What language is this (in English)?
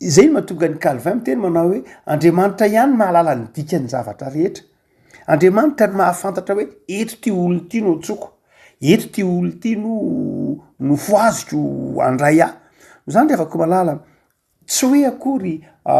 Malagasy